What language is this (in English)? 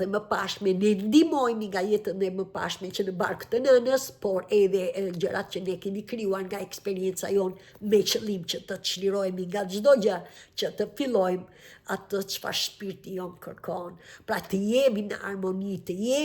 Albanian